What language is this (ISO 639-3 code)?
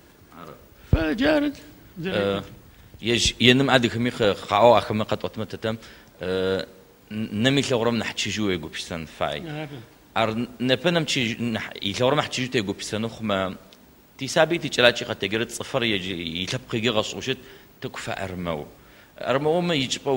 ady